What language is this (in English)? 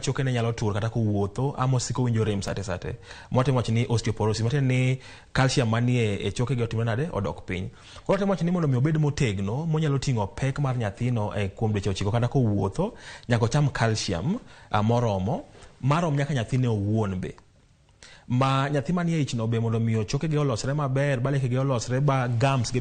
Luo (Kenya and Tanzania)